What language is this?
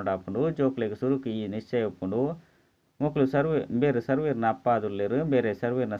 Tulu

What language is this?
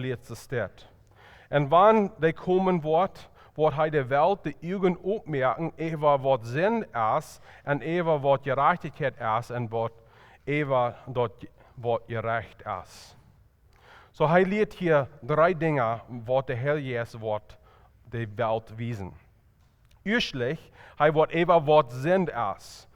Plautdietsch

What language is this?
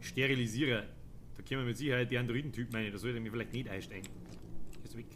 Bavarian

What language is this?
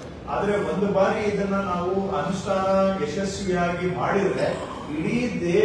Kannada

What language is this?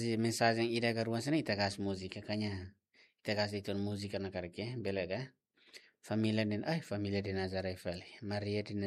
Tetum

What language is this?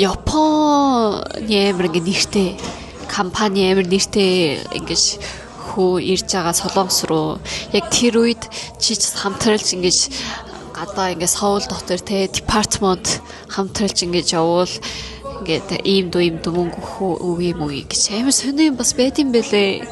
Mongolian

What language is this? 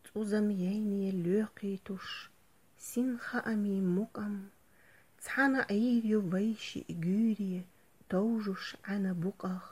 Chechen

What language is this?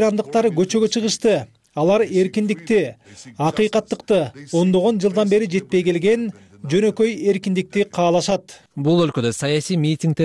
Kyrgyz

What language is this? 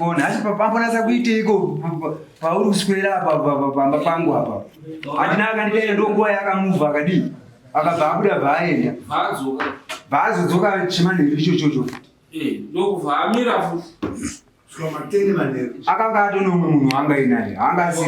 Shona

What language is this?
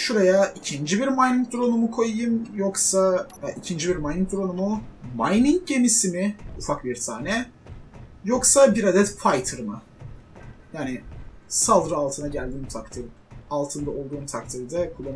Turkish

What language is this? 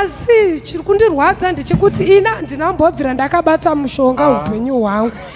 Shona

